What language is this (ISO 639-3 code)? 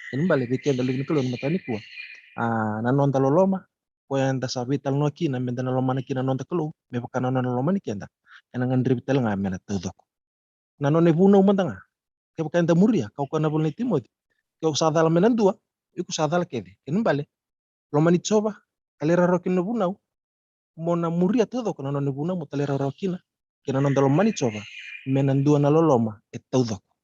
fij